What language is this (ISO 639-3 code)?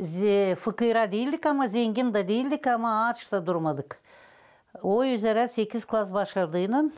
gag